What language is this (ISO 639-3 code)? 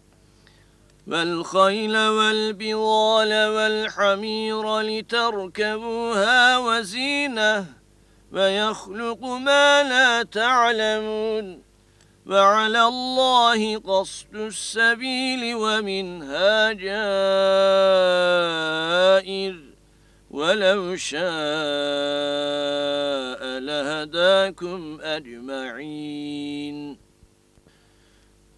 ara